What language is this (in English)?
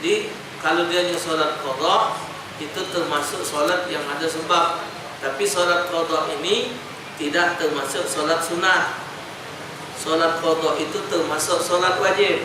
Musi